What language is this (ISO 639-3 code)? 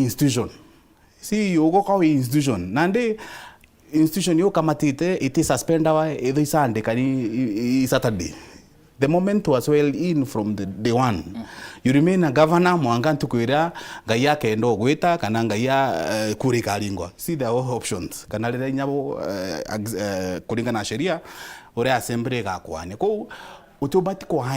mer